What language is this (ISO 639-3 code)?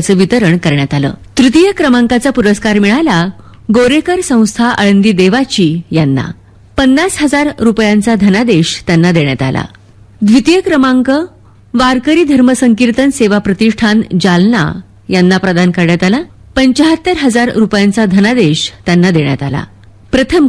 mar